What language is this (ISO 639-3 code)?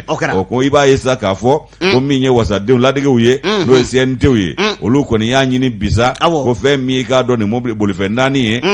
bam